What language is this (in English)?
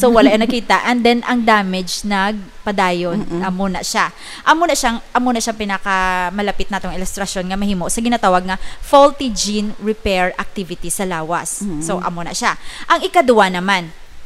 Hiligaynon